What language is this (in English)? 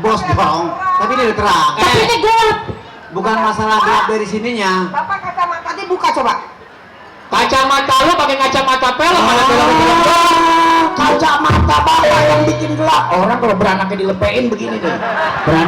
Betawi